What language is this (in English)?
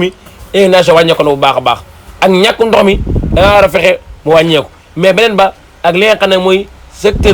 Wolof